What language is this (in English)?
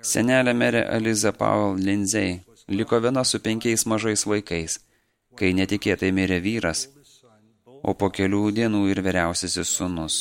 Lithuanian